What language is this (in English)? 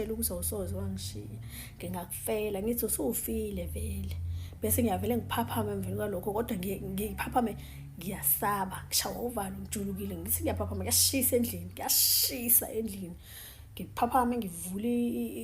Zulu